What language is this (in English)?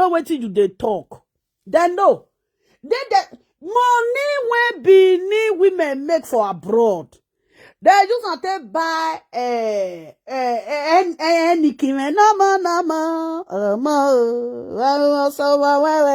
Nigerian Pidgin